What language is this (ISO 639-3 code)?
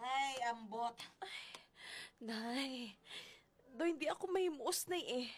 hil